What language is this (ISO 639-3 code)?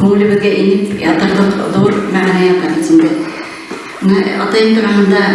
bak